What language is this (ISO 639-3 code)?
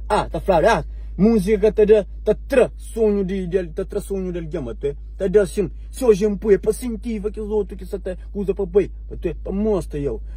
kea